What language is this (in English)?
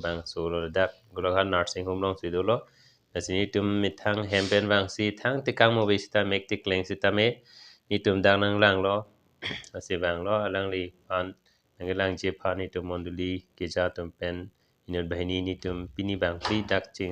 Karbi